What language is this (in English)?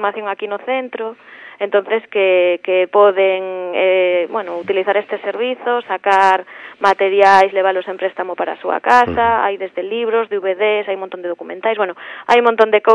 Galician